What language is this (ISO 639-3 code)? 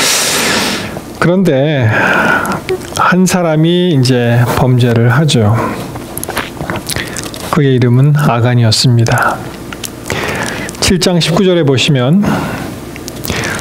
kor